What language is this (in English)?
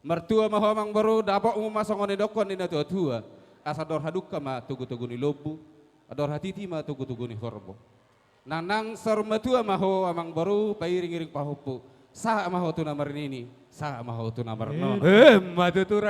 Batak Toba